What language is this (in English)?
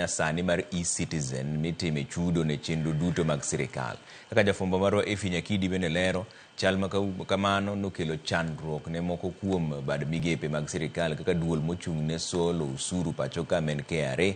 Luo (Kenya and Tanzania)